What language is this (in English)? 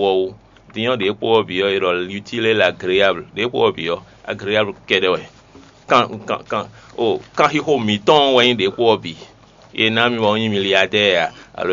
Fon